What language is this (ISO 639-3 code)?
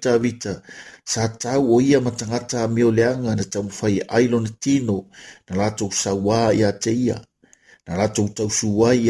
smo